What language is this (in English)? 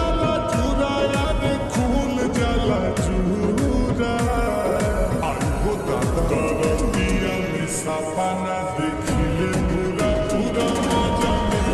Bhojpuri